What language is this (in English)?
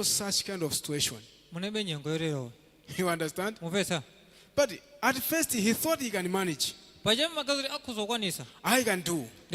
Nyanja